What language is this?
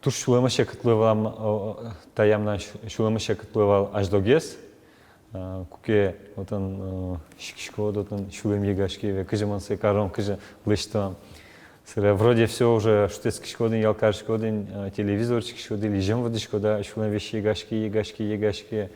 Udmurt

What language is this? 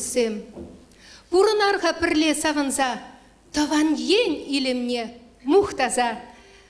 Chuvash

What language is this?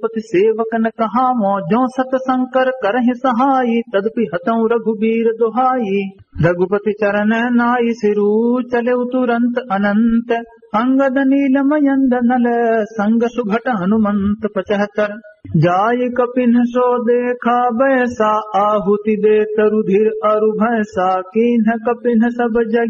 Awadhi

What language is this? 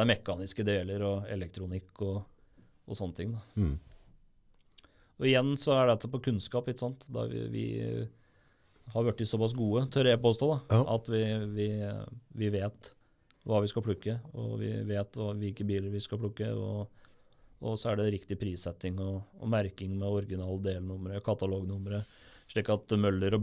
Norwegian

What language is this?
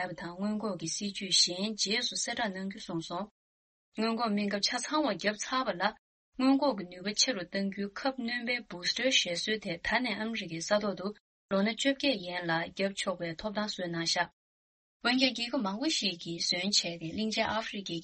Tibetan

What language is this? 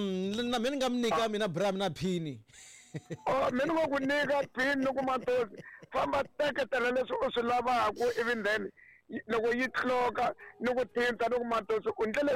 Tsonga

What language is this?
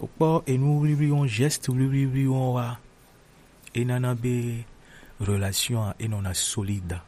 Gen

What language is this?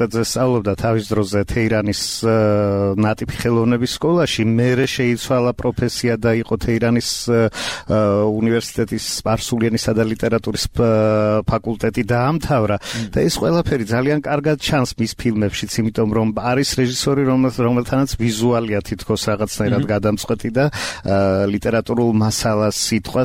Georgian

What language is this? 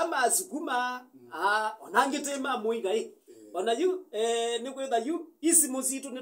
Kamba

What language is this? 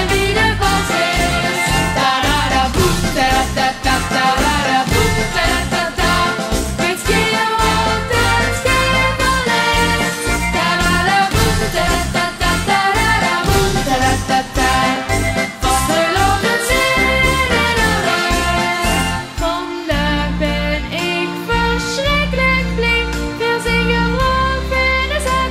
Limburgish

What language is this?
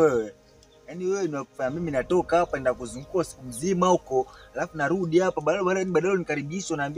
Swahili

